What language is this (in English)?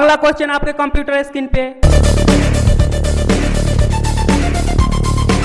Hindi